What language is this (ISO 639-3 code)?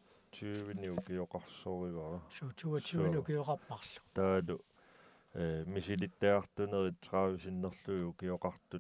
kal